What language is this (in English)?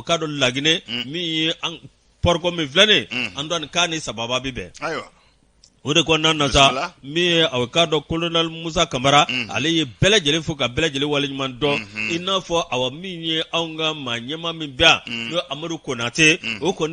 Bambara